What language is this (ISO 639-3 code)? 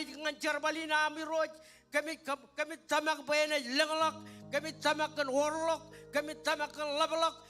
mah